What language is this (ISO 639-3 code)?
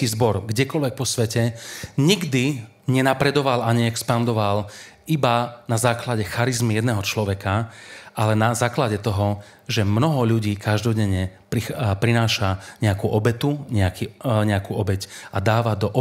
slk